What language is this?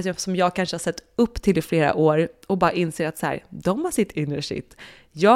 Swedish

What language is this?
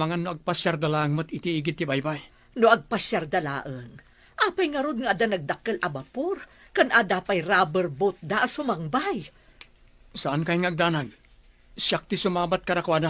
Iloko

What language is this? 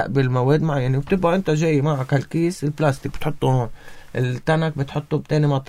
North Levantine Arabic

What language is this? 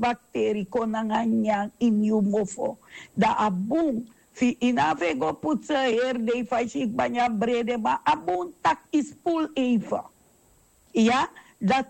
Sranan Tongo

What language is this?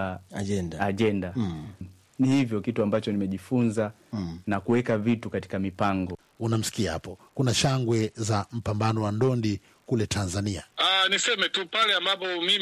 Swahili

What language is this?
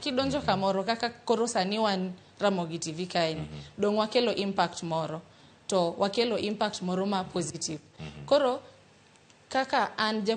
Luo (Kenya and Tanzania)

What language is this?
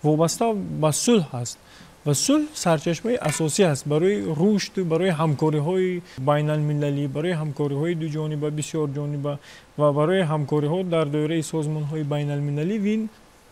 Tajik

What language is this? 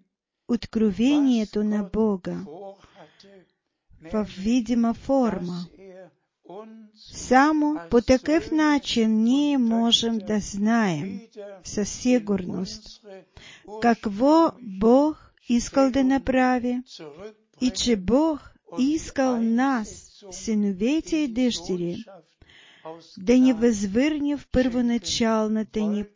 Bulgarian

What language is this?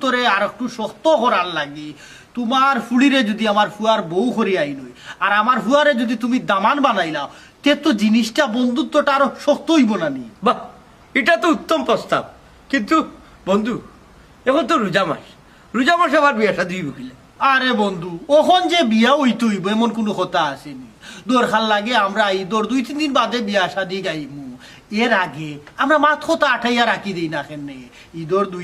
Sylheti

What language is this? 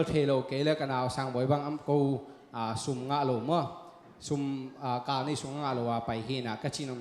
Tedim Chin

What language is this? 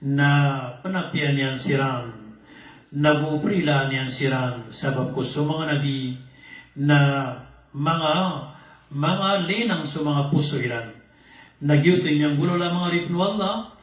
Maranao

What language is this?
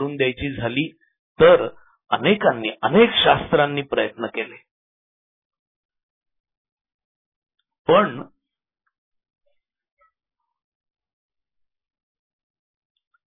Marathi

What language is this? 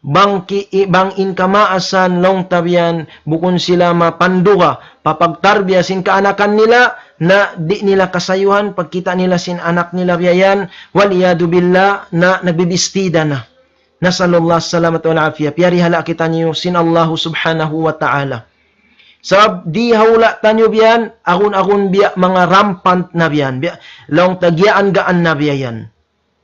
Tausug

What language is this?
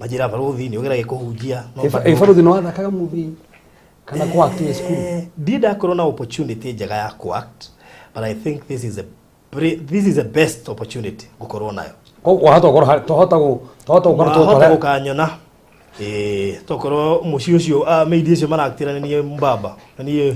Kikuyu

